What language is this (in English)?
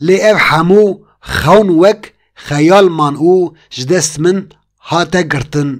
Kurdish